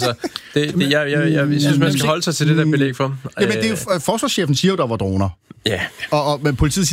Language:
Danish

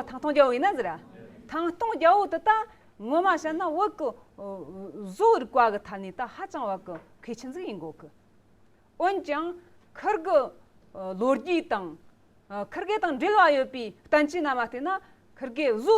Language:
Amdo Tibetan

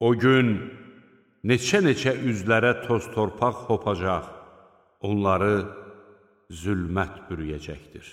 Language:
Azerbaijani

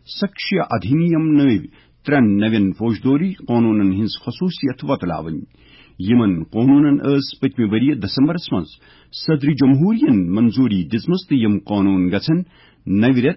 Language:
Kashmiri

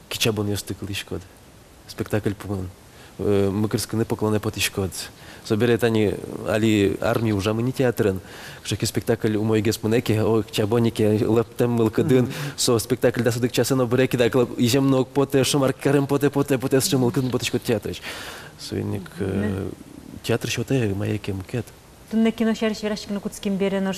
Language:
Udmurt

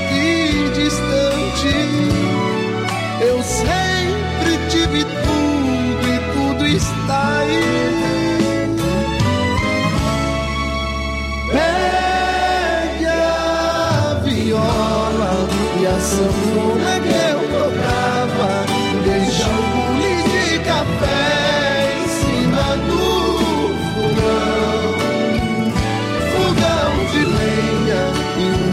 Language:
Portuguese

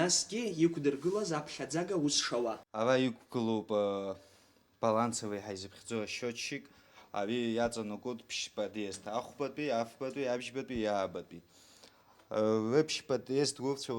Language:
Abkhazian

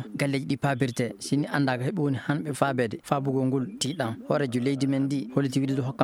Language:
Fula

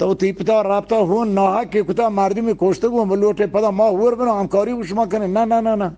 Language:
Eastern Balochi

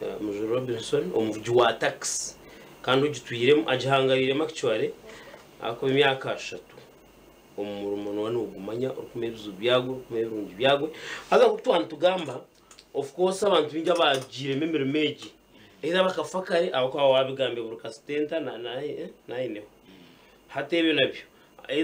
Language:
Nyankole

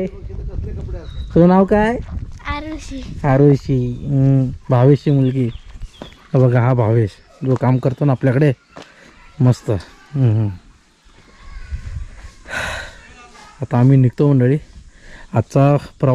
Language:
Marathi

